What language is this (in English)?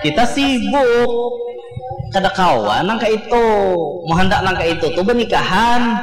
Banjar